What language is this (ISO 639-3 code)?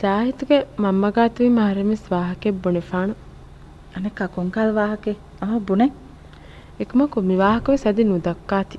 div